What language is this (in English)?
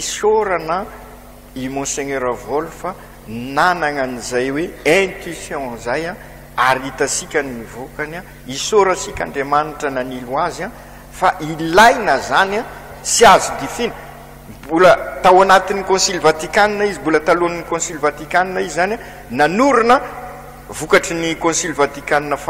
Malagasy